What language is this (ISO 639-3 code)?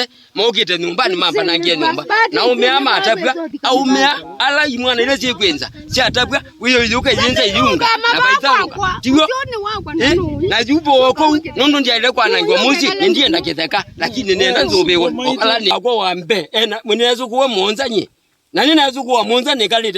kam